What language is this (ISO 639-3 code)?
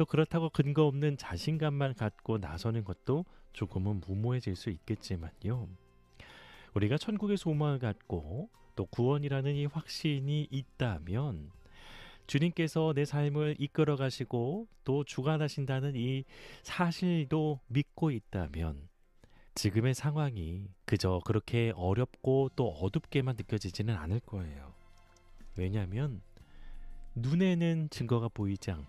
kor